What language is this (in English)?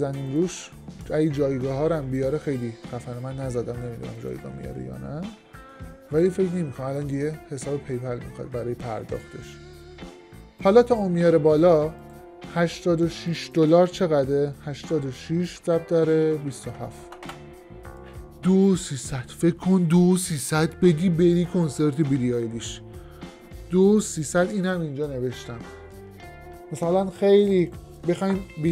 Persian